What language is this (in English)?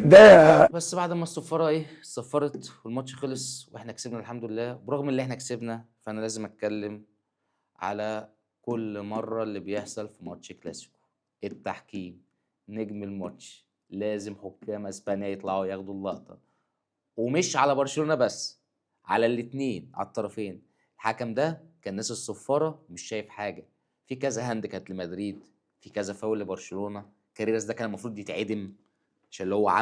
Egyptian Arabic